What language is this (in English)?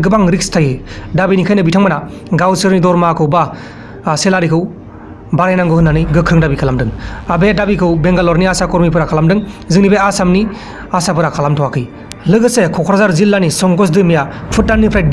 Bodo